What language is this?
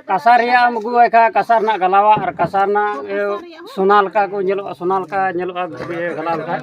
Santali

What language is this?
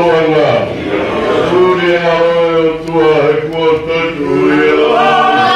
Tongan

